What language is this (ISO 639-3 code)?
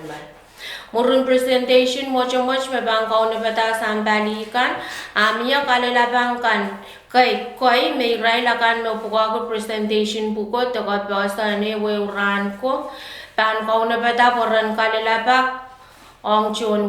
pon